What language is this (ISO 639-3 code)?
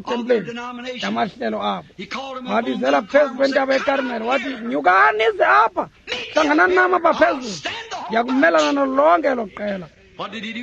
xho